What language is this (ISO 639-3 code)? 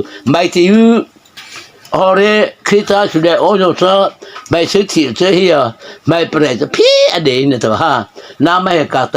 mrh